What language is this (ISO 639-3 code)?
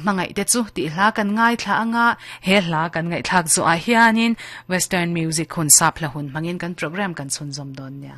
lus